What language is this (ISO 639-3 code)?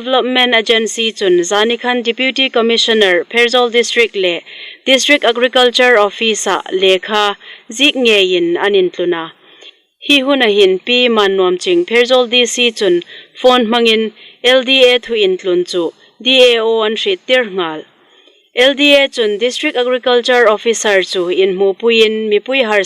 hmr